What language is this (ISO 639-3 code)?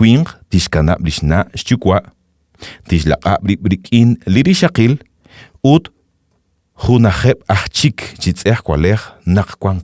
kek